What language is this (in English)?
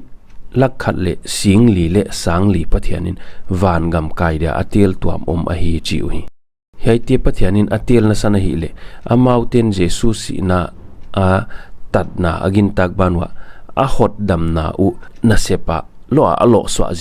Paite Chin